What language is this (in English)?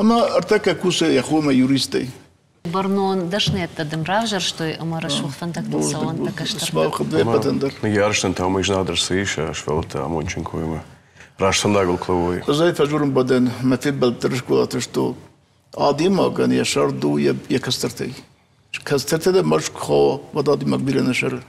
Ossetic